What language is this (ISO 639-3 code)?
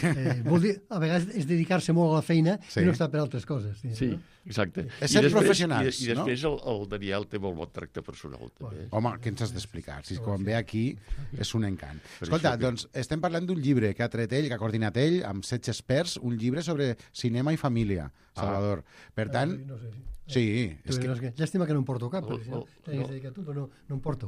cat